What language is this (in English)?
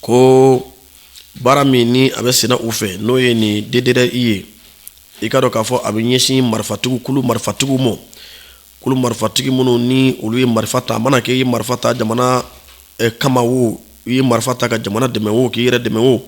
Bambara